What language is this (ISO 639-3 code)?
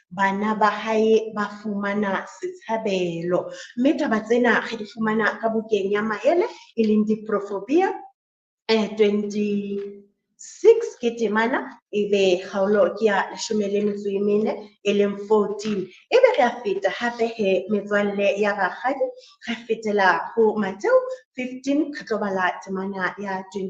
sot